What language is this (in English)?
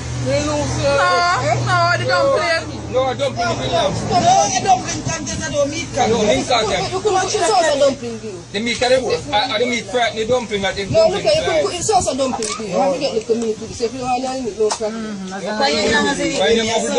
Jamaican Creole English